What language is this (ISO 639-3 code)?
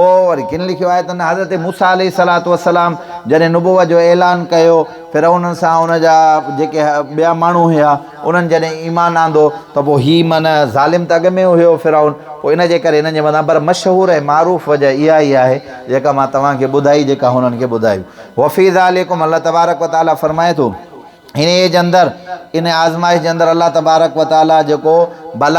snd